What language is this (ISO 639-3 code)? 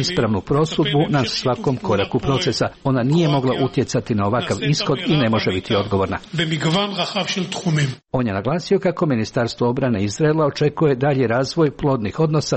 hrv